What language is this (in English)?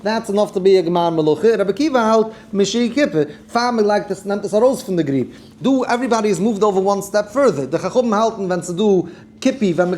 Yiddish